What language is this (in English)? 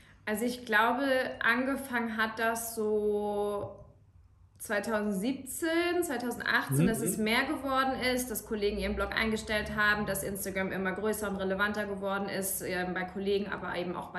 German